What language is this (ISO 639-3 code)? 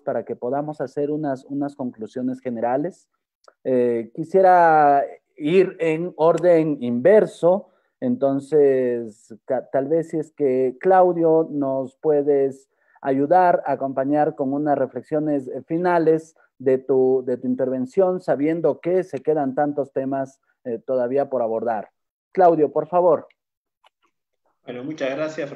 spa